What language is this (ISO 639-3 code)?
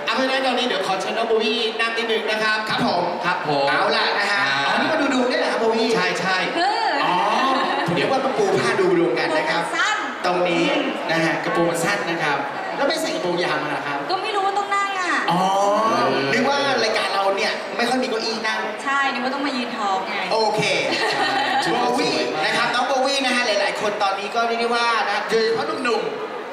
tha